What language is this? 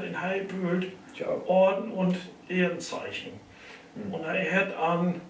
Low German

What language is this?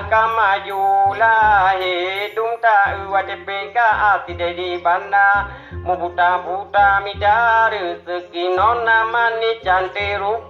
Achinese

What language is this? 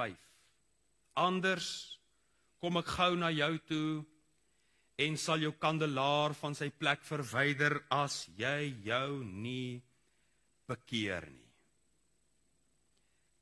Afrikaans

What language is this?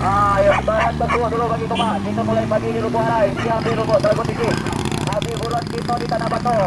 Minangkabau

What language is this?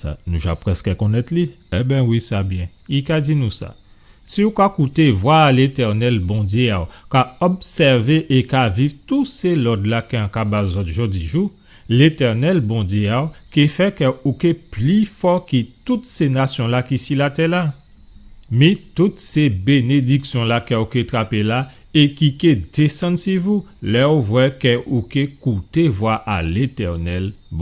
Guadeloupean Creole French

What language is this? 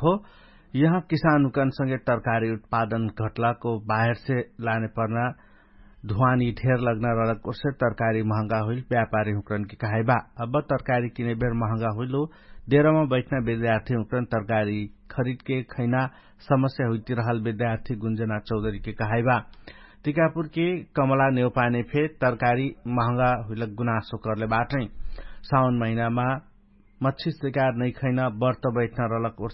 Dangaura Tharu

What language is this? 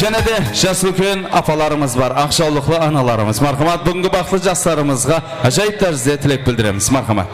Kara-Kalpak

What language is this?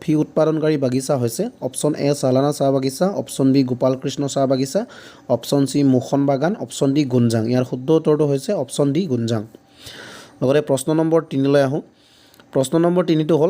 Assamese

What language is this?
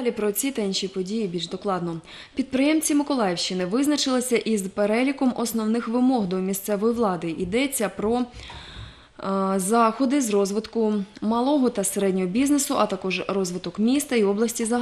Ukrainian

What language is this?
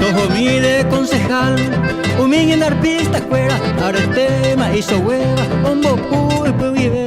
Guarani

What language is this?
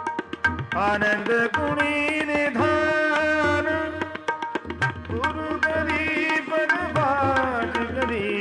Punjabi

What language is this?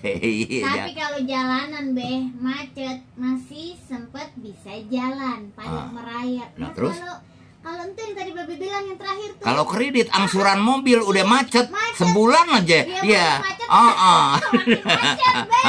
Betawi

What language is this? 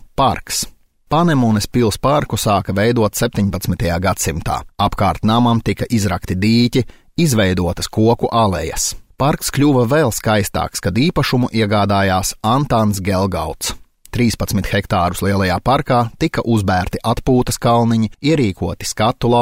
Latvian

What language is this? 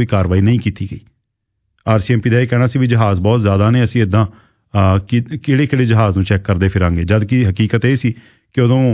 Punjabi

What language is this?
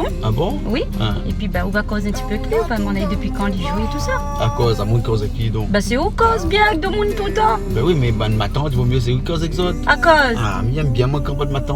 Réunion Creole French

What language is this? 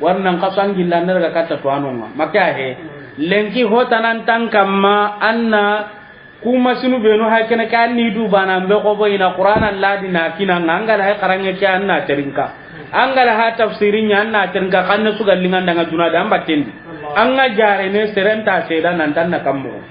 Soninke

